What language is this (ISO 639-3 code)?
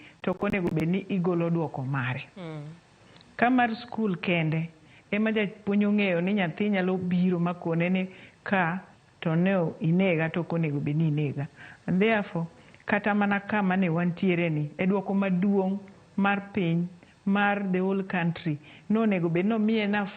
luo